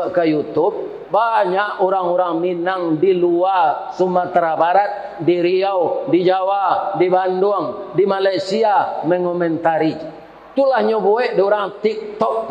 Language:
Minangkabau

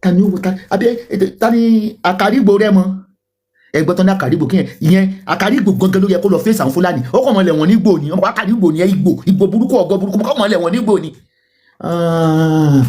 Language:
Yoruba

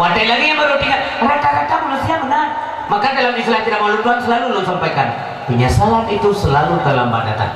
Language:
Achinese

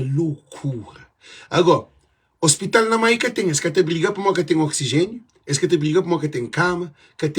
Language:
Kabuverdianu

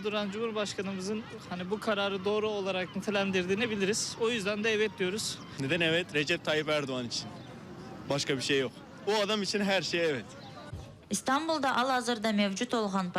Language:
Crimean Tatar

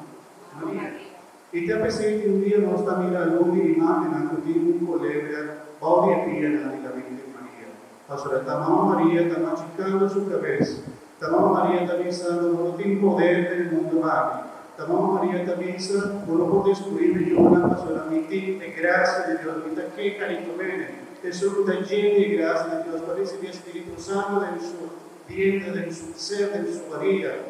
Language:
Papiamento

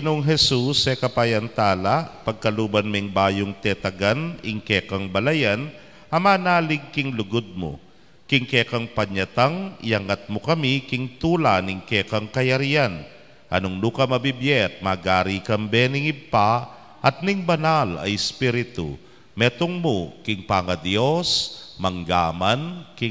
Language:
Pampanga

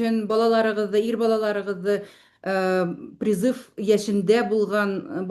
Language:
Bashkir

